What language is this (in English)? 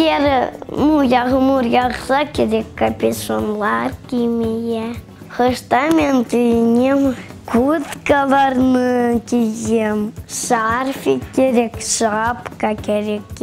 Crimean Tatar